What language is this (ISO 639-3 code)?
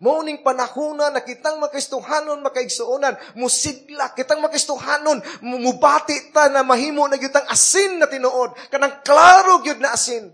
ceb